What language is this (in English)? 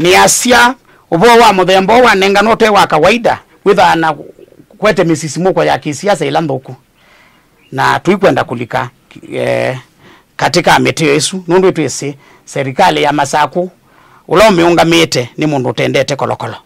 Kamba